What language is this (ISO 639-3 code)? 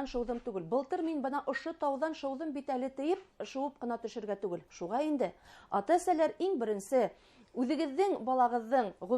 bak